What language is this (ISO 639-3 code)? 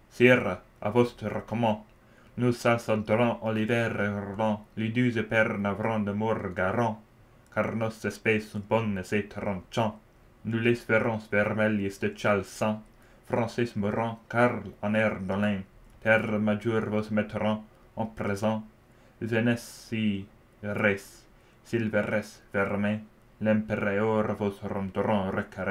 fro